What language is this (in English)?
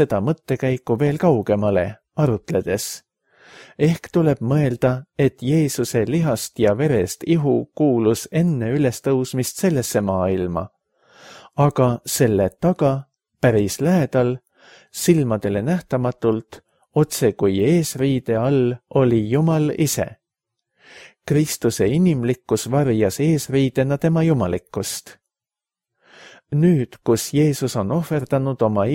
Estonian